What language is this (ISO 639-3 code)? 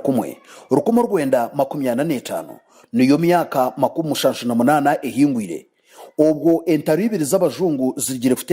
nyn